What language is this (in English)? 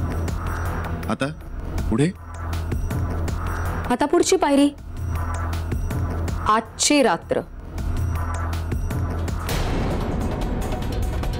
Marathi